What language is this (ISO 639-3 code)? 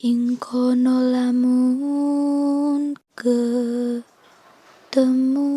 jav